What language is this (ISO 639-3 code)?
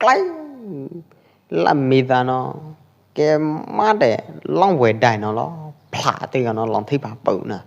kjp